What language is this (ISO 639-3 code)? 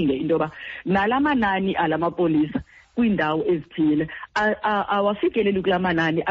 xho